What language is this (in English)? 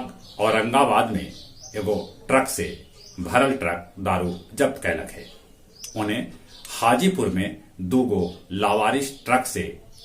Magahi